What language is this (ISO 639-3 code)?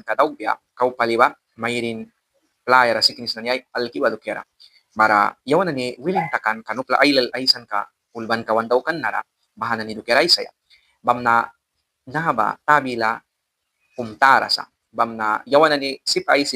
miq